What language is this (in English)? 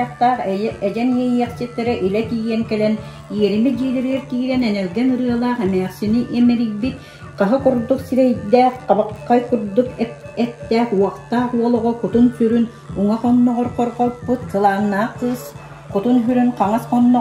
Yakut